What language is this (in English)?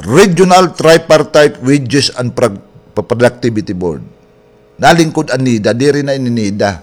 Waray